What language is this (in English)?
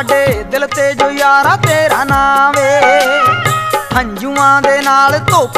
Punjabi